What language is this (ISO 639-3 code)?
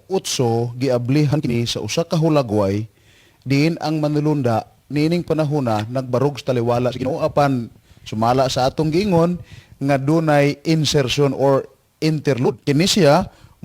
ceb